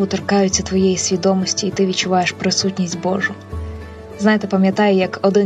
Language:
Ukrainian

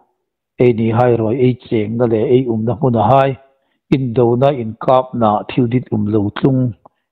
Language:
Hmar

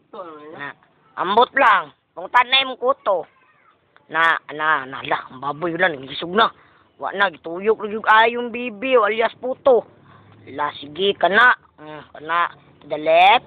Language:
Cebuano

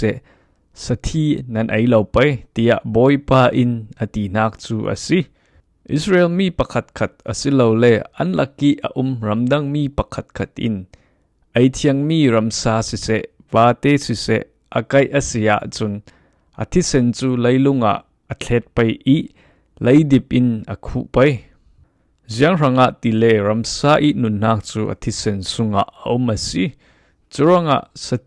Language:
Falam Chin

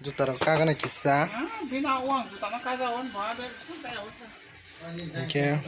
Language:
Kok Borok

